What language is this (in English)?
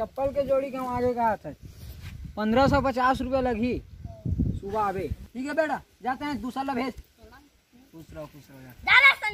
Chhattisgarhi